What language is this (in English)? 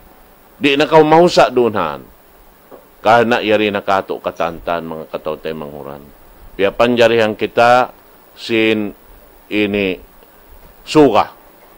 Tausug